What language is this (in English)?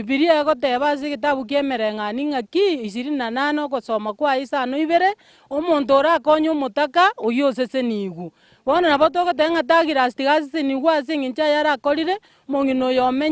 Gusii